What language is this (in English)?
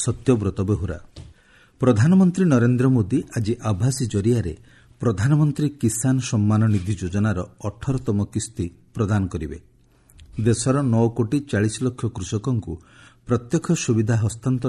Odia